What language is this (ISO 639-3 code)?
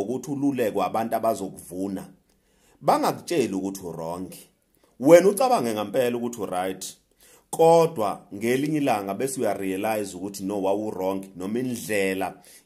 zul